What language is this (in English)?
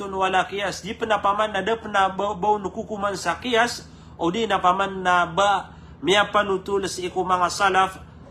Maranao